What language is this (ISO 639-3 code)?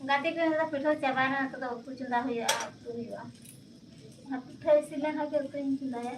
sat